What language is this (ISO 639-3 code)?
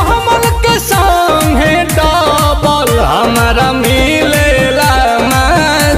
bho